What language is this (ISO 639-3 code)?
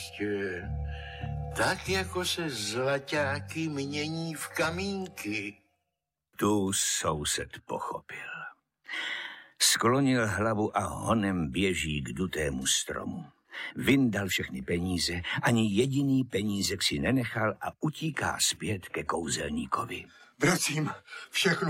ces